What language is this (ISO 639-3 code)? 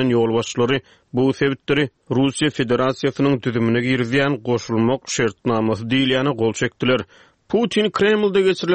tuk